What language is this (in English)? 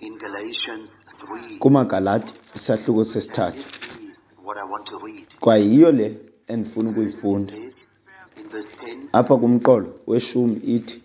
Xhosa